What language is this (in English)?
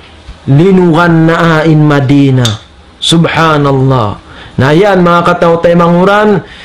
Tausug